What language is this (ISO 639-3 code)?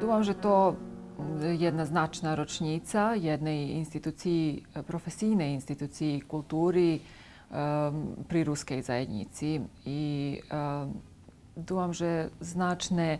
rue